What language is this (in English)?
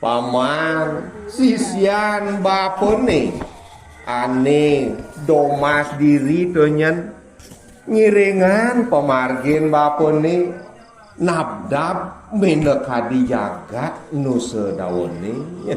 Balinese